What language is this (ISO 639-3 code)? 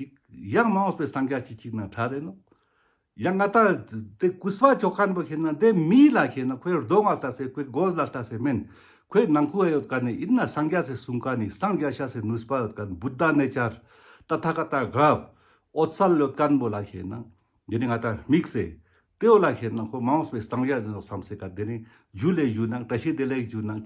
lbj